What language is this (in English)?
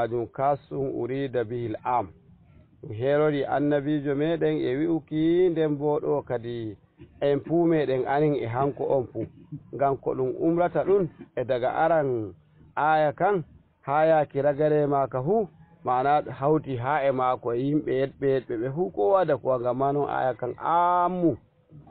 Fula